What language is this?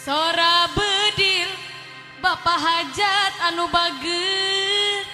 Sundanese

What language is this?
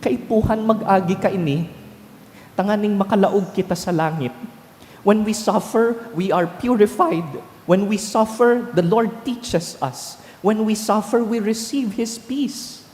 Bikol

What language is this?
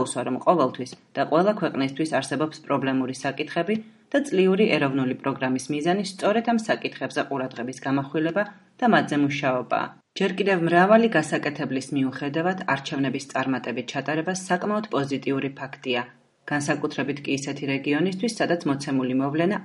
Georgian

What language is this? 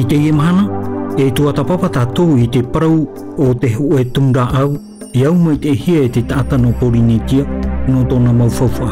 Tahitian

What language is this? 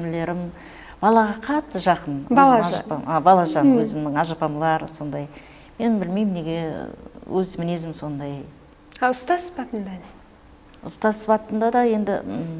Kara-Kalpak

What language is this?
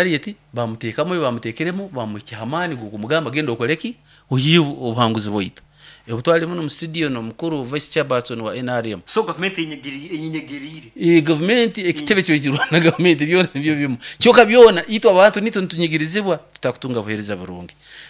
Nyoro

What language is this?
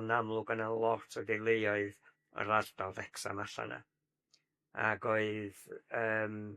Welsh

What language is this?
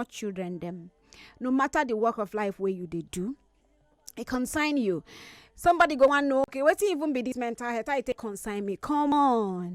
Nigerian Pidgin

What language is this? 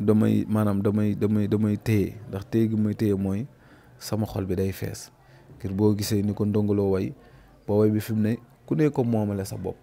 Wolof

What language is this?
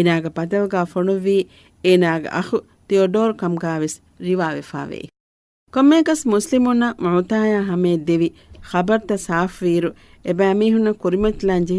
Divehi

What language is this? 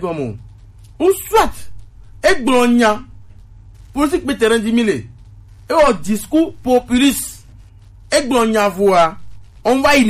Gen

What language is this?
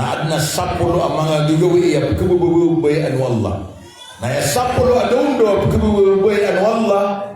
Maranao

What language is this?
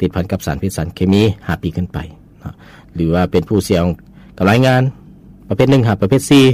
Lao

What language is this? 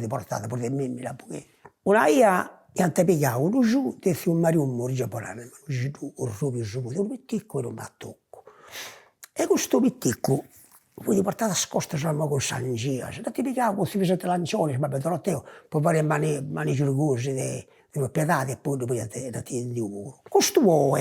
Sardinian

